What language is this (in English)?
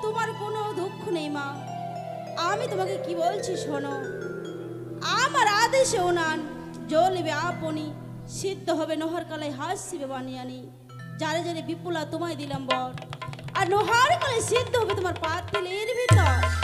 Bangla